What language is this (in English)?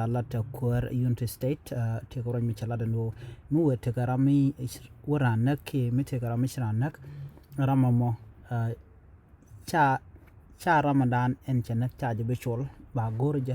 Nuer